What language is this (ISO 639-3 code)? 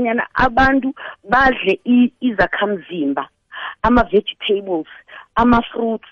nbl